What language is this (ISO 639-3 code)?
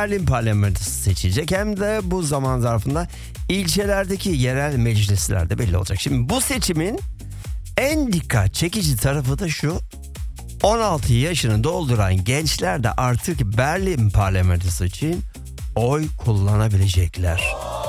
tur